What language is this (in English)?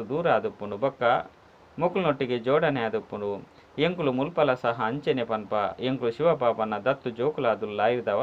Tulu